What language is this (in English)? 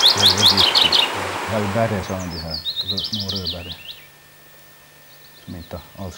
Swedish